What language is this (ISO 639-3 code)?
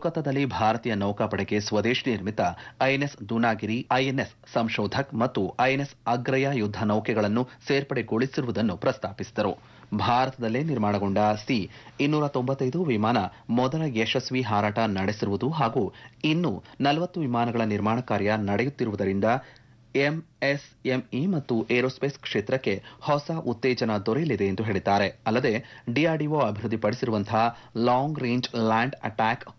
kan